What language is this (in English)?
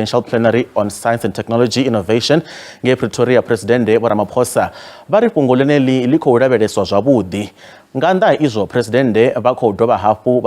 Venda